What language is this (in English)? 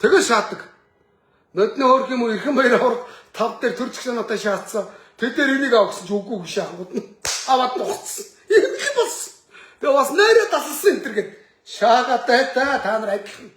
Mongolian